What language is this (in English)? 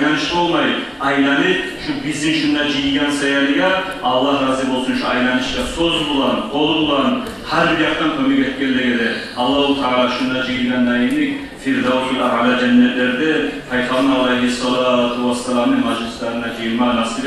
Kumyk